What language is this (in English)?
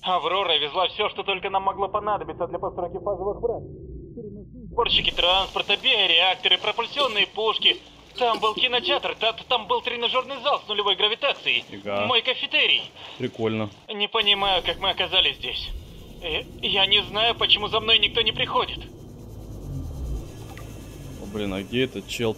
Russian